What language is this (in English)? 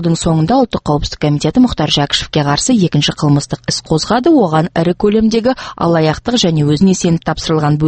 Kazakh